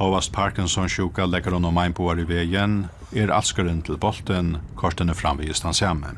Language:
Faroese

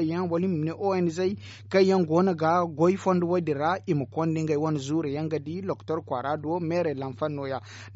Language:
Zarma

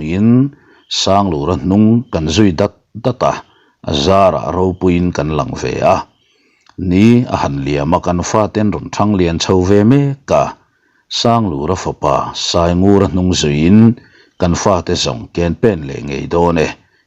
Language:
Mizo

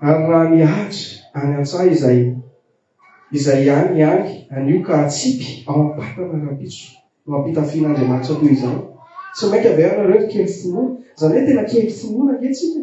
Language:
Malagasy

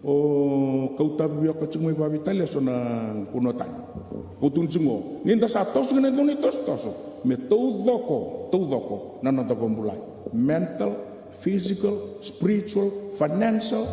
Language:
Fijian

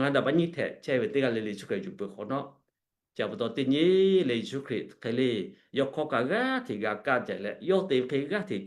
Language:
Lahu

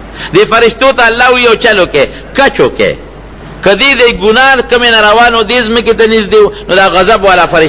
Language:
Pashto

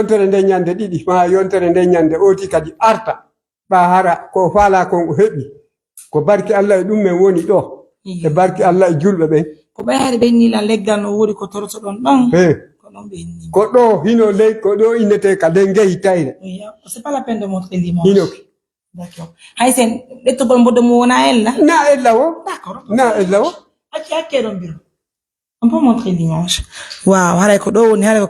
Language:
Fula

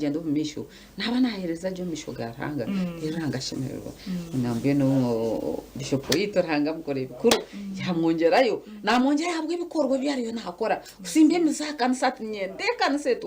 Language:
Nyankole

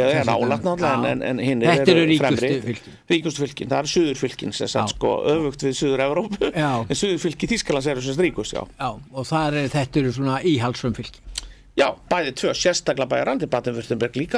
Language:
Icelandic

